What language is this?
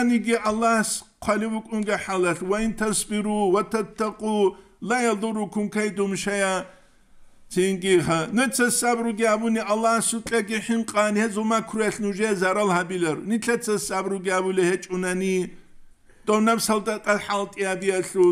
Avaric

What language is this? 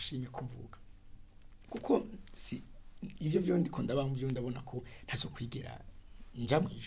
Rundi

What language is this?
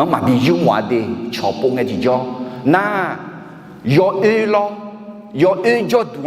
Akha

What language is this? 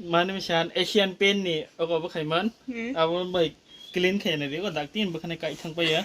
Kok Borok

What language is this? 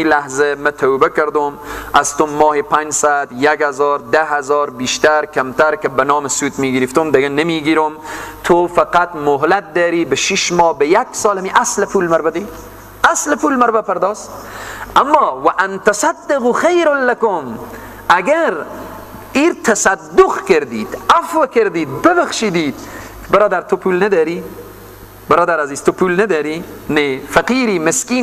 Persian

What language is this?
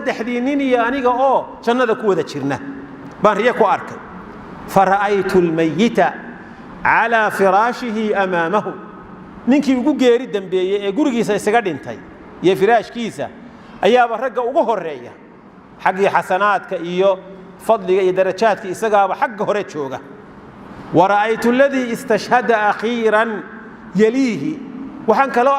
Somali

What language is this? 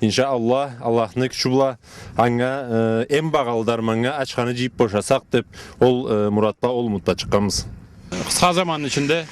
Karachay-Balkar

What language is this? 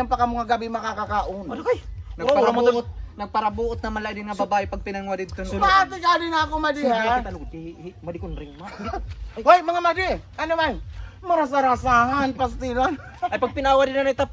Waray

